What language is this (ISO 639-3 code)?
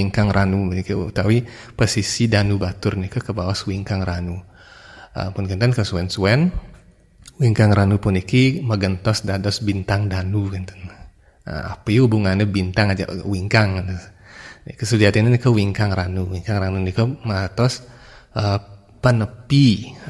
ban